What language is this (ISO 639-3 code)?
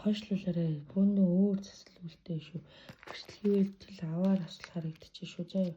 mon